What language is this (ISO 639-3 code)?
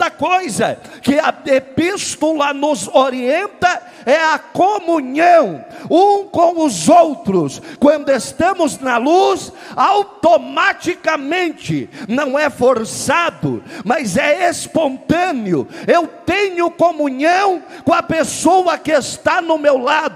por